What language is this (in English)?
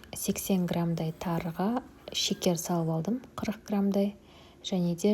Kazakh